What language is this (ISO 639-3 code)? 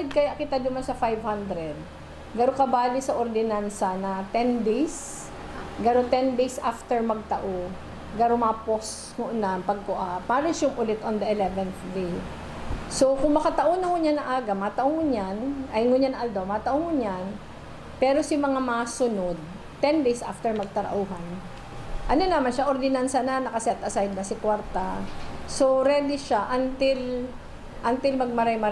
bik